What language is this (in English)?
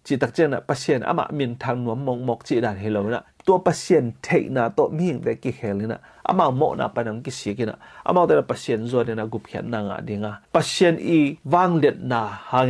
Tedim Chin